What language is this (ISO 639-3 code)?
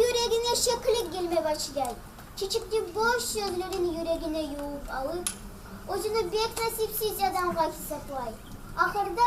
kum